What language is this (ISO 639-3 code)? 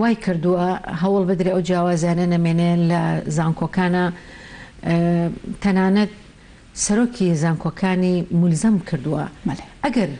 ckb